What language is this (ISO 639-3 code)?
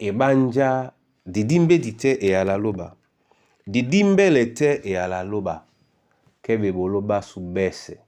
dua